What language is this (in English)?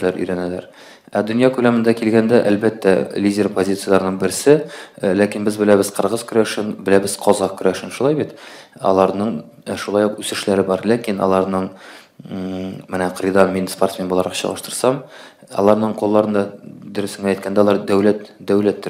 Tatar